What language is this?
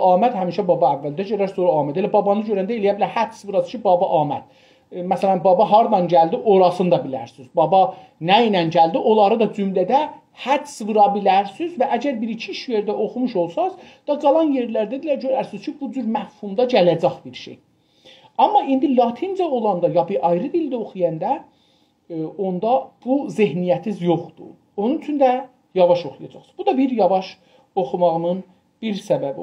South Azerbaijani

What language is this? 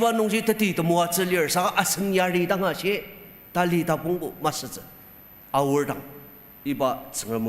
Ao Naga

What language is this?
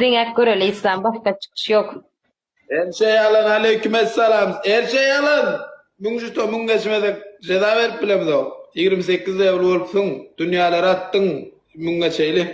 Turkmen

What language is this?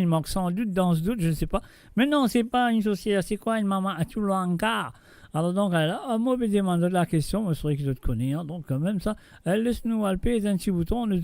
Morisyen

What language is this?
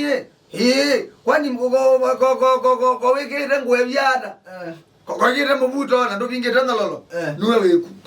Kamba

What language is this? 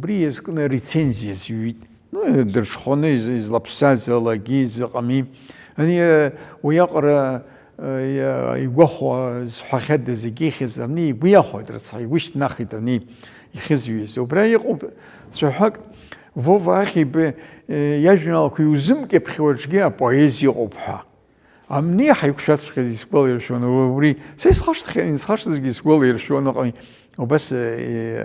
Abkhazian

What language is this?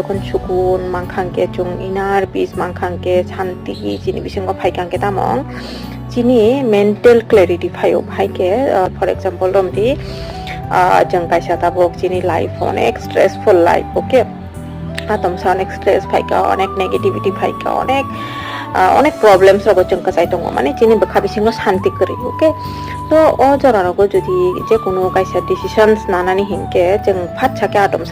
Kok Borok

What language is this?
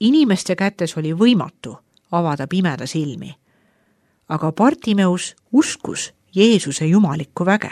Estonian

